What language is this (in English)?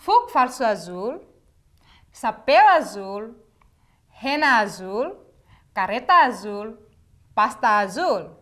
Tetum